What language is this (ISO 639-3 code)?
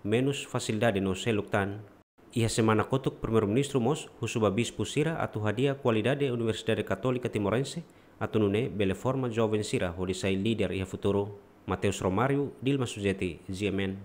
tet